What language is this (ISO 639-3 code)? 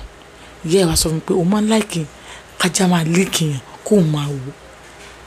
yor